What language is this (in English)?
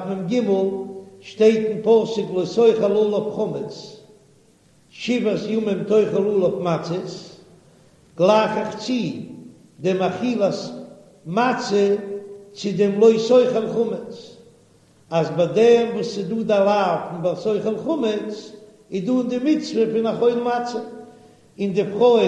Yiddish